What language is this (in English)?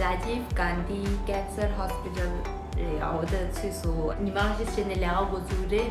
Tibetan